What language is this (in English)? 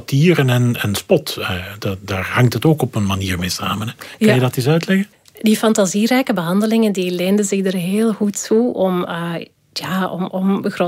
Dutch